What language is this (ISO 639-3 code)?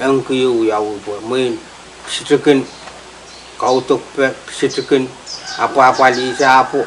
pon